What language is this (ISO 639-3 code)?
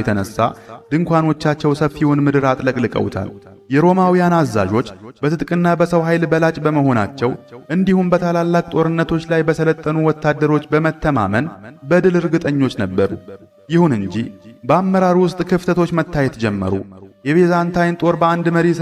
amh